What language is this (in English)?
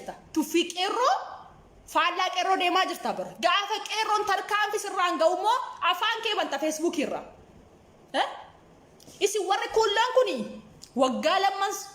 Oromo